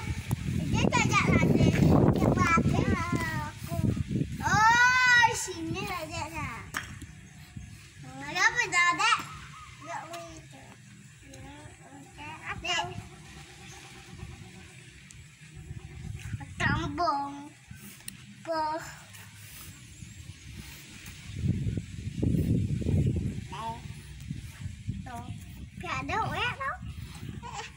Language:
Malay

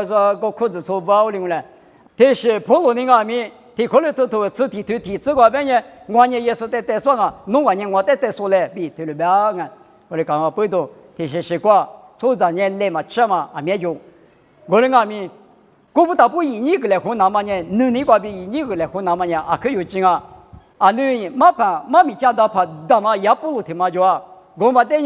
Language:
Lisu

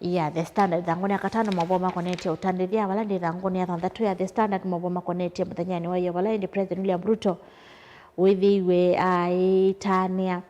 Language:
Kamba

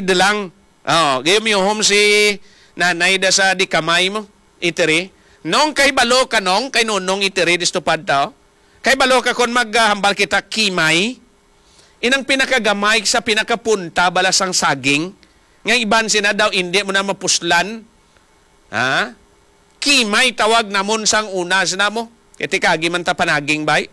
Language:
Hiligaynon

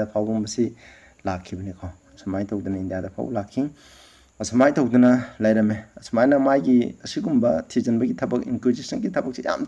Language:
Manipuri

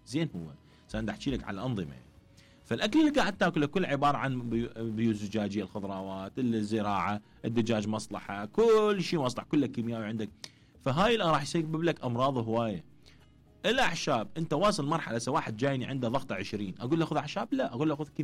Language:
Mesopotamian Arabic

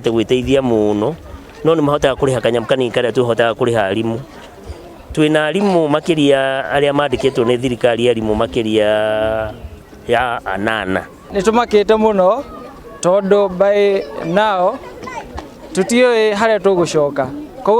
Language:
Kikuyu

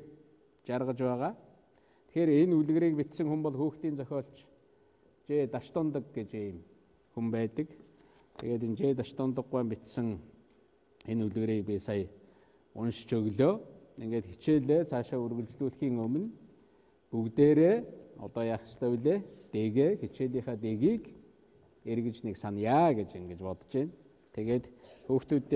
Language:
Mongolian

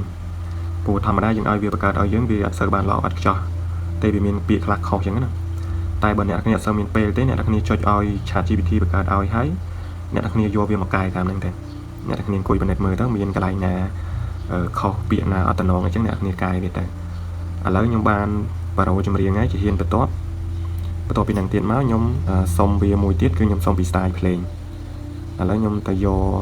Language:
Khmer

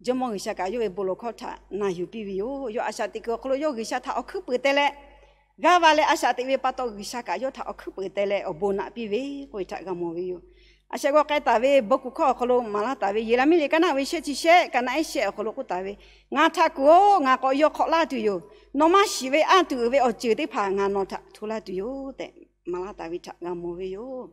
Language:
Lahu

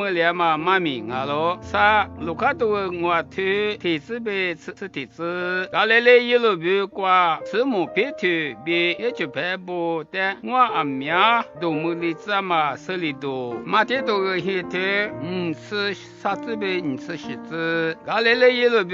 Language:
Lisu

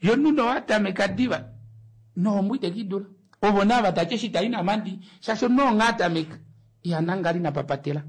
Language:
Kuanyama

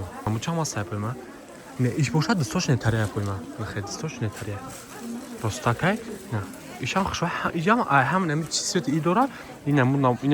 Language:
Tajik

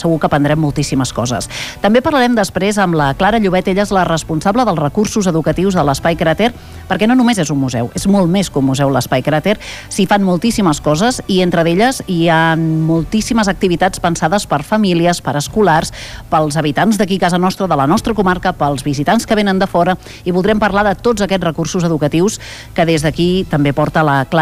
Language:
Catalan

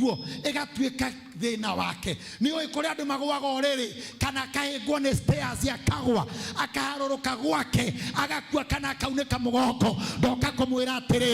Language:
Kikuyu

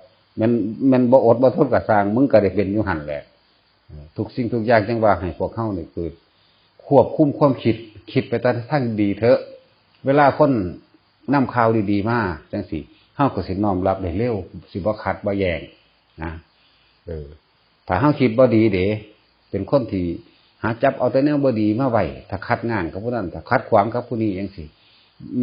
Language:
Northeastern Thai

